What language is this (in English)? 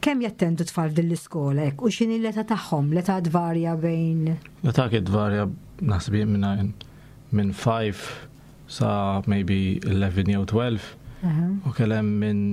Maltese